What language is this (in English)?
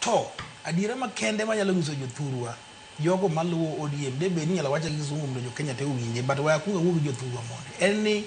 Luo (Kenya and Tanzania)